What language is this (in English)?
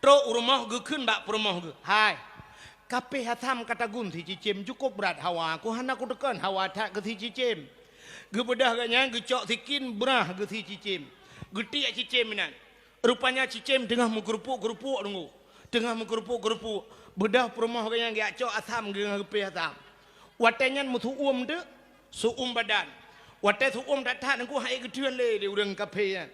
Achinese